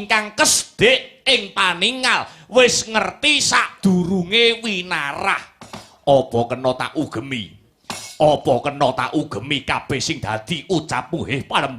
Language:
Javanese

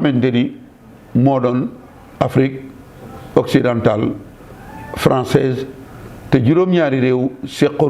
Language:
Wolof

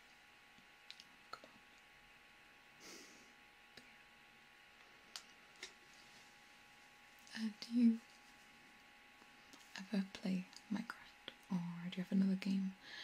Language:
English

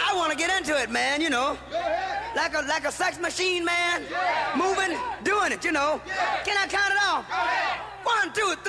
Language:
Bislama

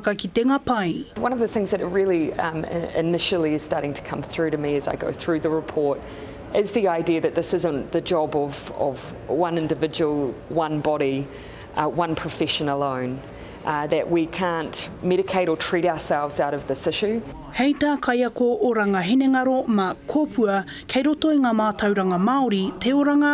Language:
Māori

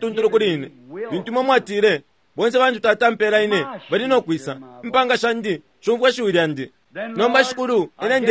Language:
Bemba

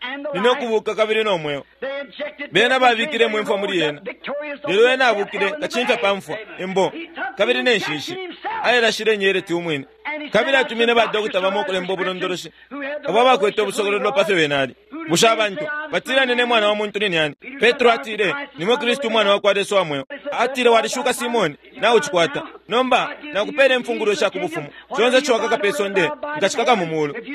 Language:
Bemba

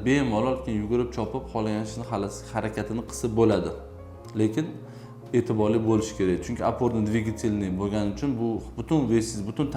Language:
Uzbek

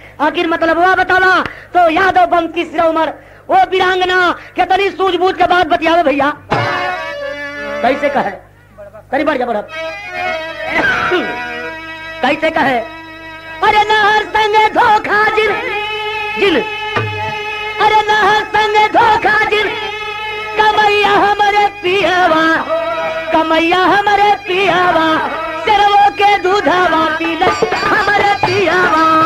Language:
Bhojpuri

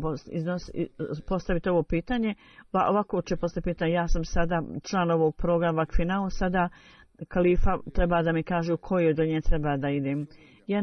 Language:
Bosnian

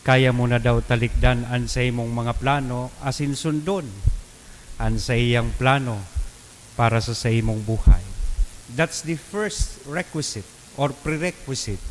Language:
Bikol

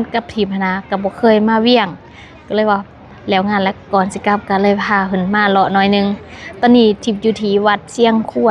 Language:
Lao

